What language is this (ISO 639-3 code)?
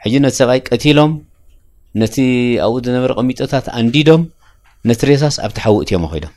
tir